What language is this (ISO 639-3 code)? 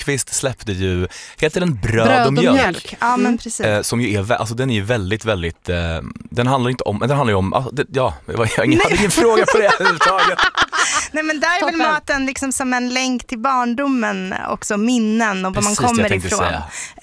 swe